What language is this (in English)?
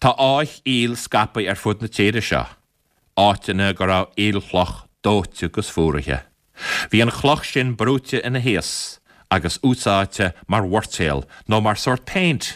Irish